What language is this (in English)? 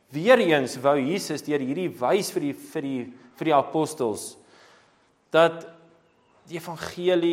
Afrikaans